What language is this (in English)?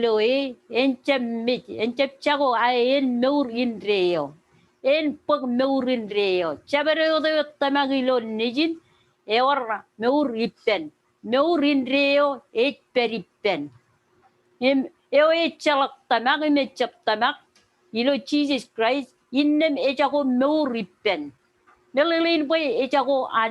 Marshallese